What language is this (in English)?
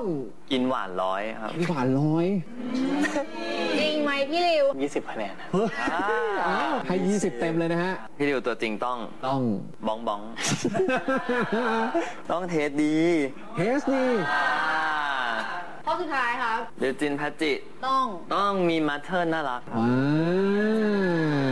Thai